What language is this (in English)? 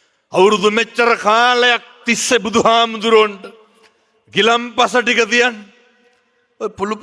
Sinhala